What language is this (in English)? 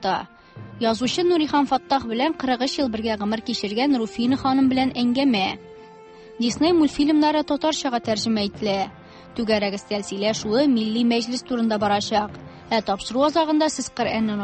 Tatar